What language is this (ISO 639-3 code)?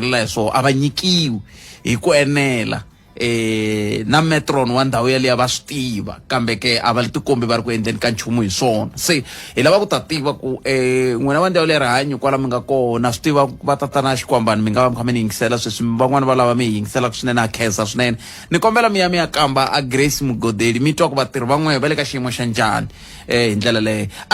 tso